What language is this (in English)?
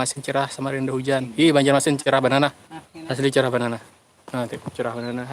Banjar